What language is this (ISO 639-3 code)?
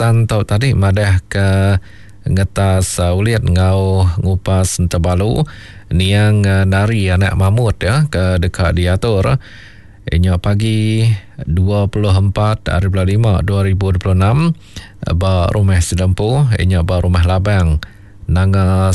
iba